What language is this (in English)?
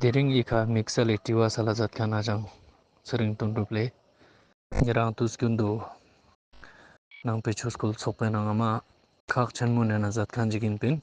Ladakhi